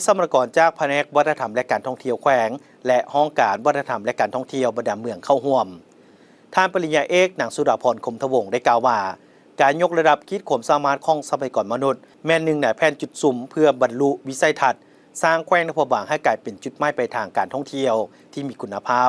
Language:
Lao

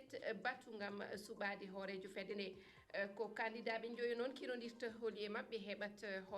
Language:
Fula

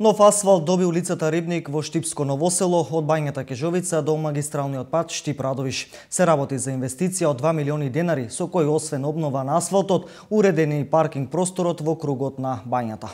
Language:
Macedonian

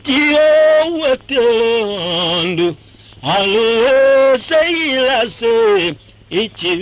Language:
Tiv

